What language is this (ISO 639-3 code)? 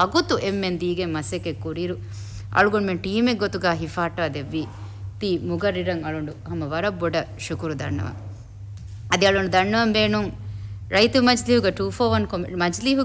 div